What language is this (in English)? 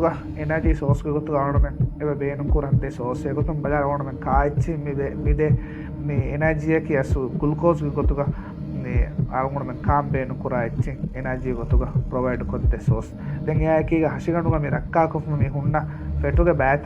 Divehi